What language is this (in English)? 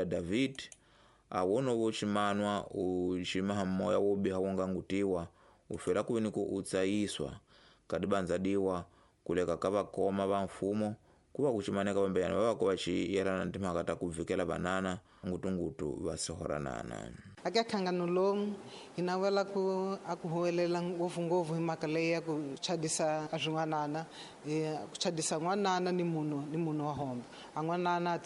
Tsonga